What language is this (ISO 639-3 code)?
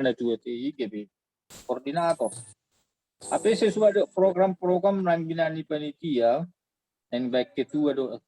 bbc